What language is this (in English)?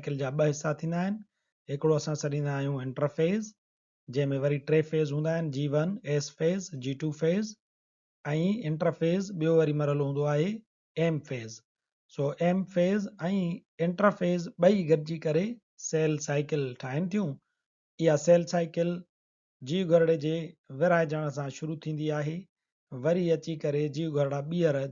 Sindhi